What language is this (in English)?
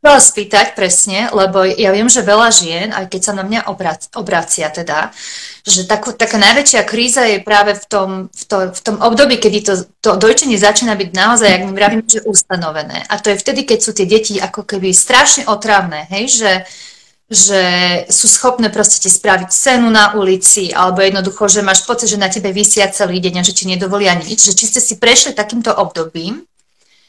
Slovak